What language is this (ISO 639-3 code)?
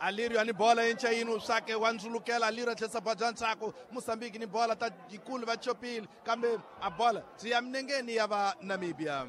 tso